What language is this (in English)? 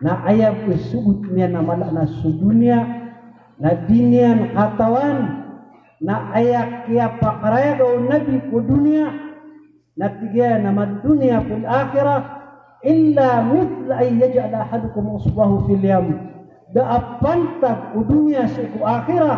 Maranao